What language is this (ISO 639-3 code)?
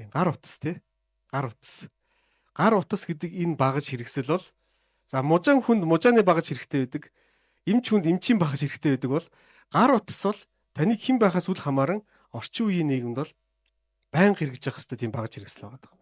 mon